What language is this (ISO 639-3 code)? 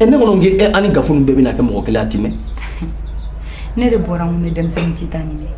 bam